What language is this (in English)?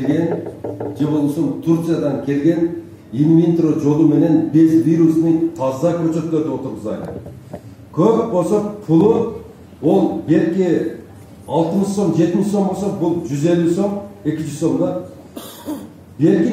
Kyrgyz